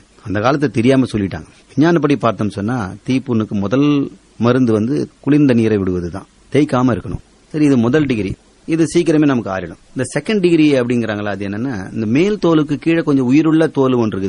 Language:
Tamil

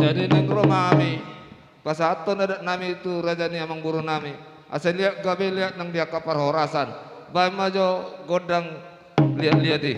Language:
Batak Toba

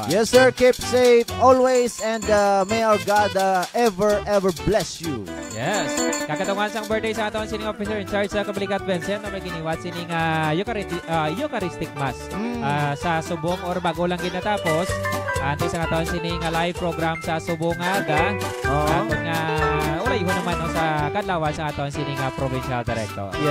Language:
Hiligaynon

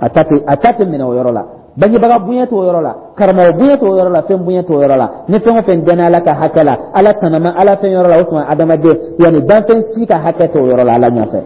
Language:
Dyula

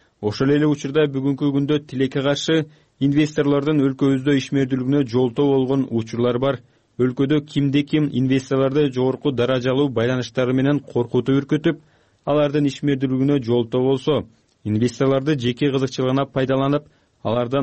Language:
Kyrgyz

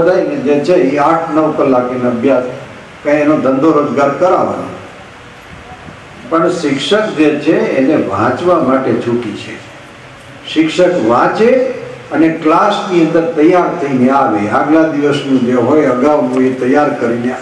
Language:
Gujarati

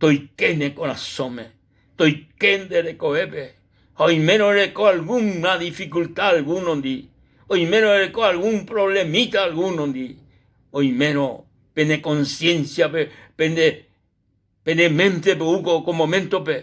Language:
Guarani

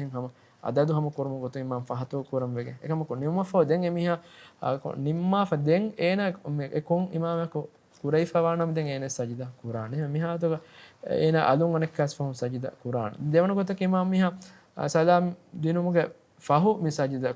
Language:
Divehi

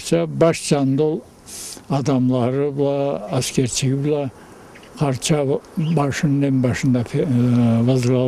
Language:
Karachay-Balkar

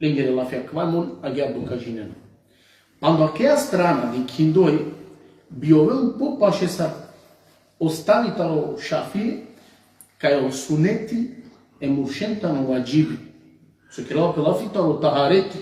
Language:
Balkan Romani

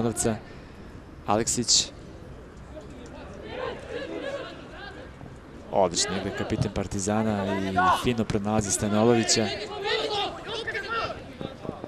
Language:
Serbian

